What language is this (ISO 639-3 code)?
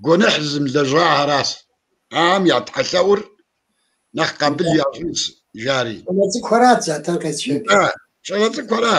kbd